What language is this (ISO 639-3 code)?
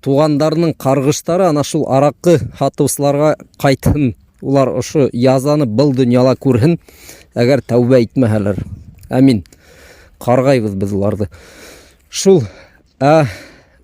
bak